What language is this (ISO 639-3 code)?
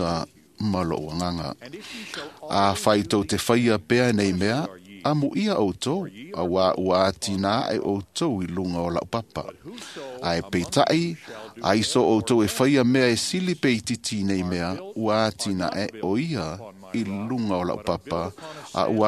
smo